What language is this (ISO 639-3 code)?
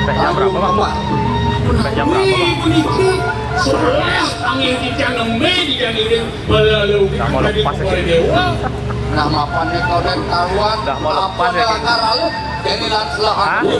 ban